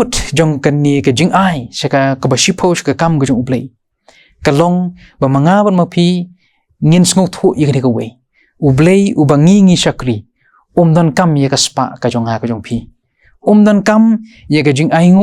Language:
Khasi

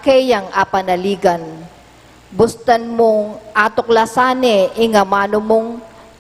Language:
Pampanga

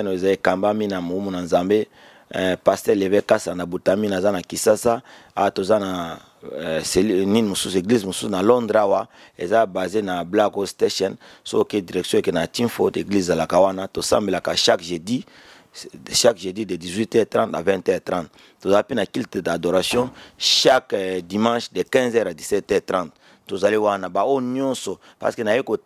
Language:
Lingala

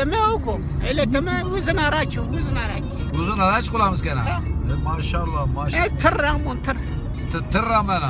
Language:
Zaza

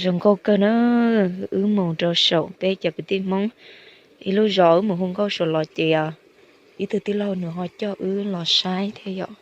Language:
Hmong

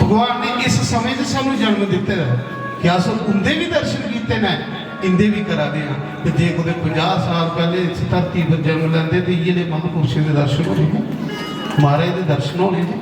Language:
Dogri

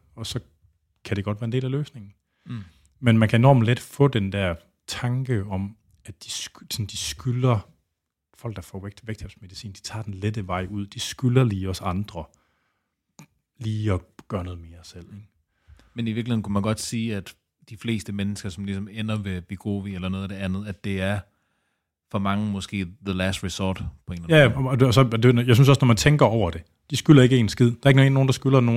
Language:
Danish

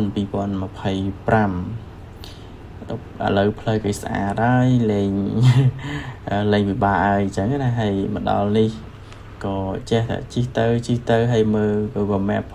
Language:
Khmer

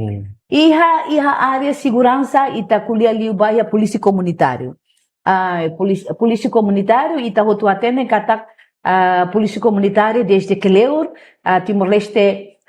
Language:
Tetum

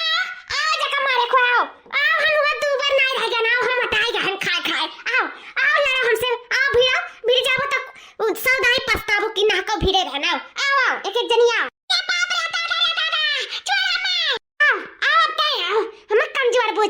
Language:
Awadhi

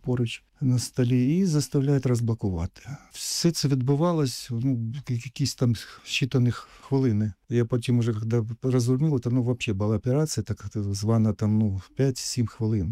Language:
Ukrainian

